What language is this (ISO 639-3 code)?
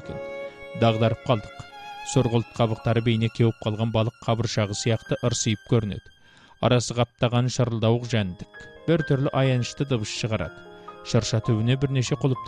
kaz